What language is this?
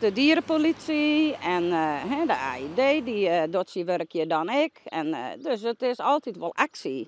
Western Frisian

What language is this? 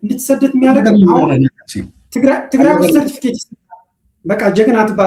Amharic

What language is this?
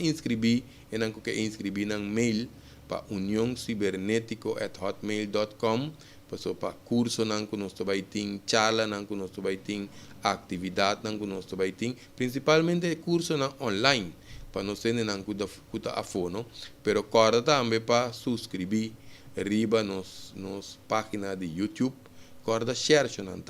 Papiamento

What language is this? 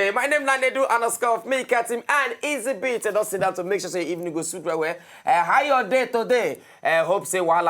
Nigerian Pidgin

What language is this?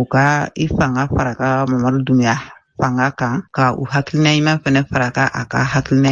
Bambara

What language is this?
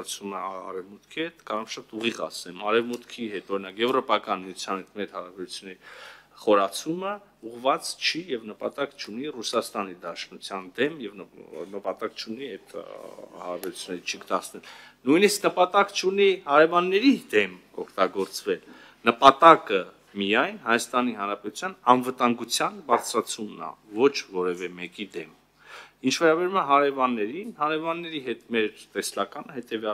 Armenian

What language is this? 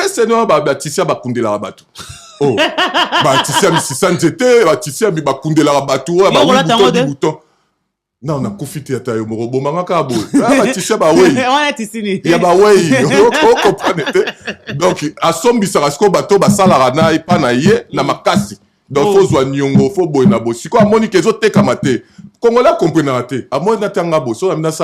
Lingala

